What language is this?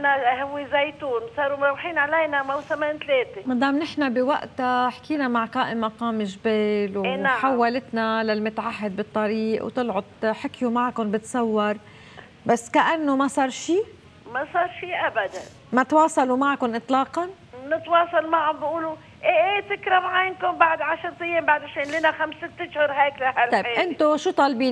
North Levantine Arabic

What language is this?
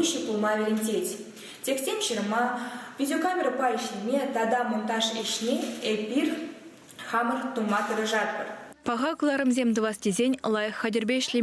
Chuvash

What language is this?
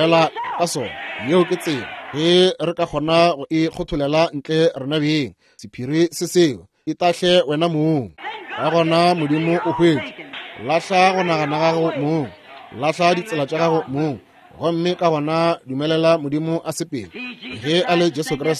Northern Sotho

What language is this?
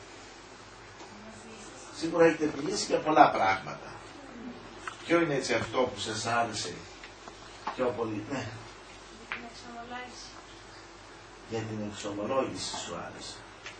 Greek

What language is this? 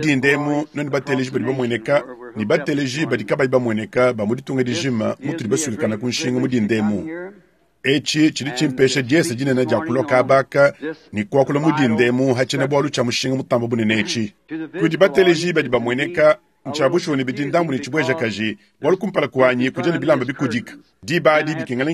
Luba-Lulua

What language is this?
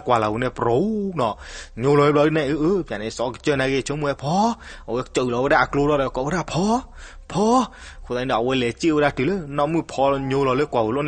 S'gaw Karen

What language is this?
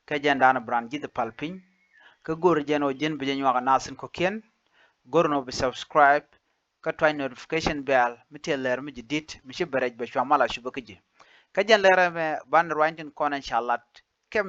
Nuer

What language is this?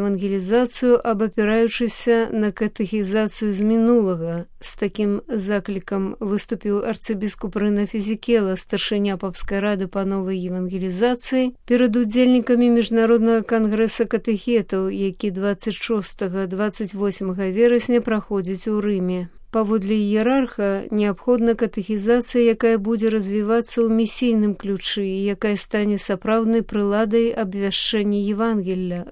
Belarusian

